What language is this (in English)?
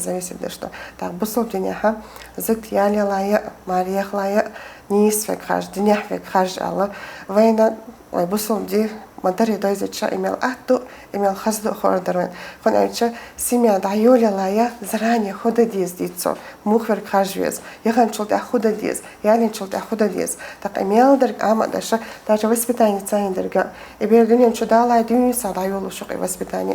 Chechen